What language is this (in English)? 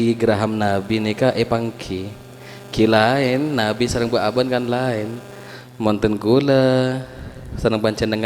Madurese